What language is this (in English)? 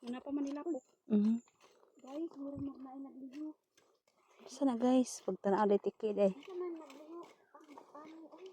Cebuano